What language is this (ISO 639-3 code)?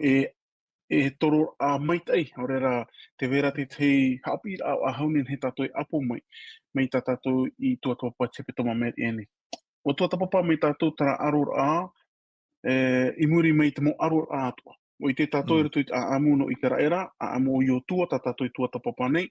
tah